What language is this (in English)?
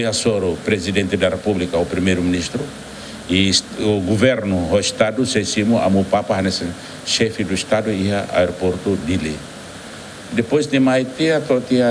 Tetum